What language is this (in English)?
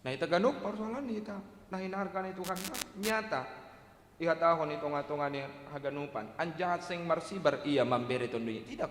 Batak Simalungun